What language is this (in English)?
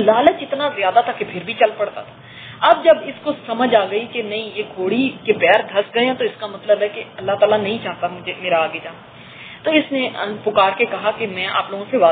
Urdu